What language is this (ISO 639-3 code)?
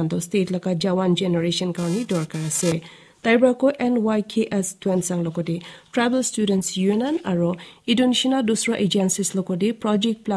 nag